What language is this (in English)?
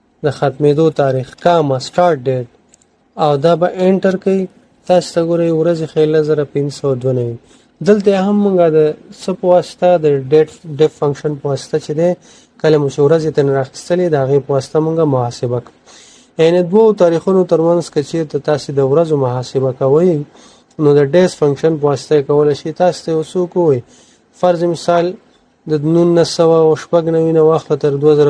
Pashto